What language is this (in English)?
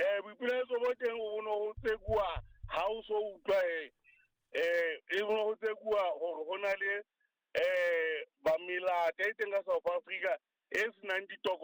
Southern Sotho